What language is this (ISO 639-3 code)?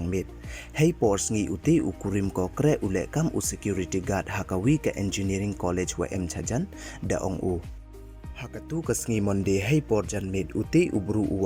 pbv